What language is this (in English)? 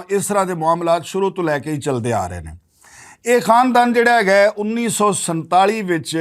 Western Panjabi